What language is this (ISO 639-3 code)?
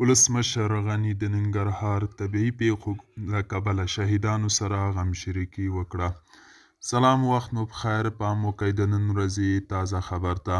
pus